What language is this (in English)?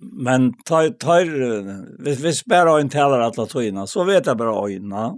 Faroese